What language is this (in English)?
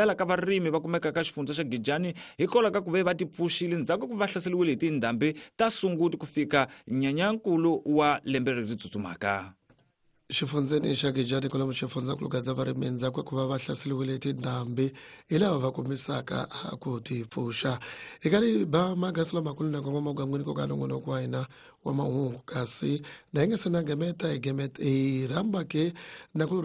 Tsonga